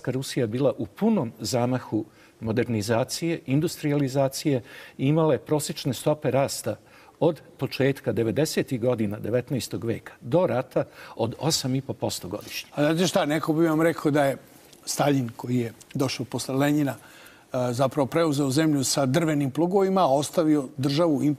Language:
Serbian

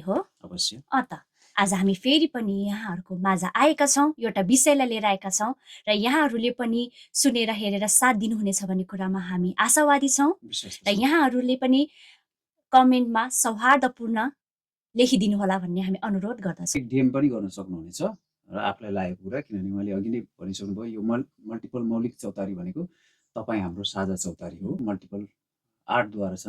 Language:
Nepali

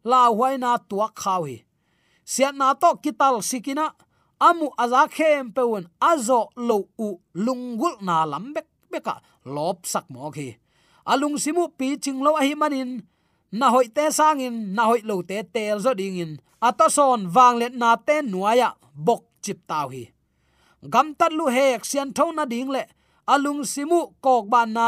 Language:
Tedim Chin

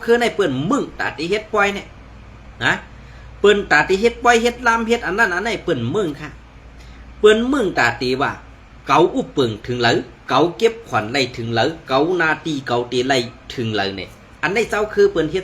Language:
Shan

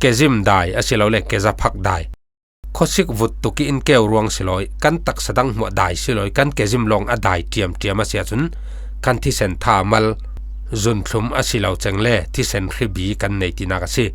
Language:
Falam Chin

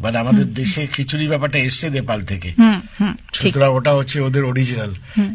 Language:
Bangla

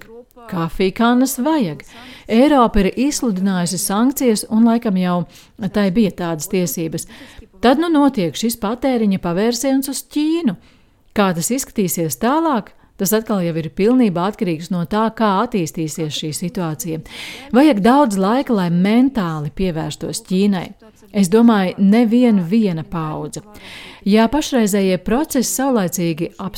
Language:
Latvian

